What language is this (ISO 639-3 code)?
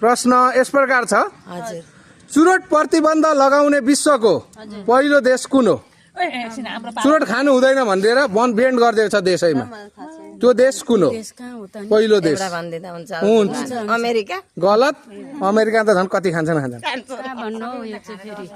nep